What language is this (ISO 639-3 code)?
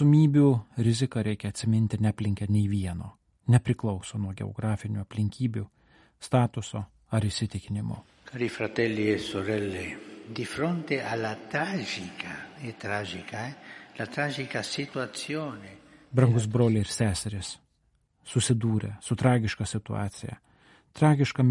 lit